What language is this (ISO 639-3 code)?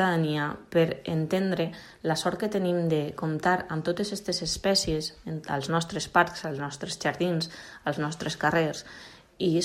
cat